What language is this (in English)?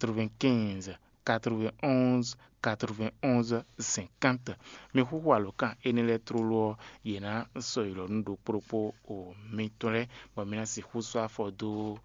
Fon